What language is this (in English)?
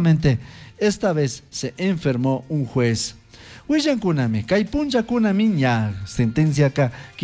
Chimborazo Highland Quichua